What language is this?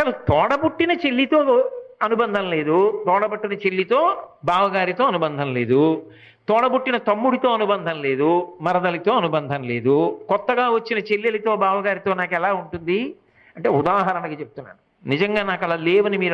Telugu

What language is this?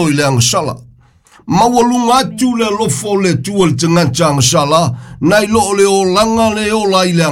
Samoan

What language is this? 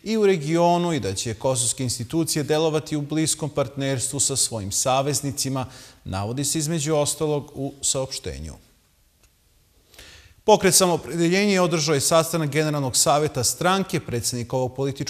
Serbian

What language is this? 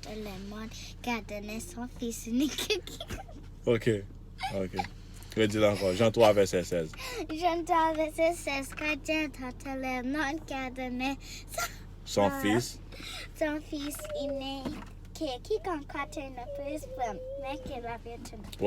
Haitian Creole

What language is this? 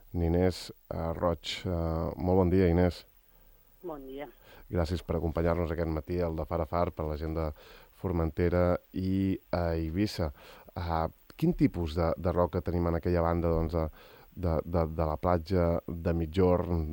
Catalan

